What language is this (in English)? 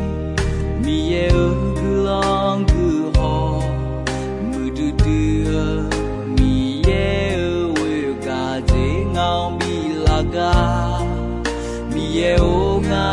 Akha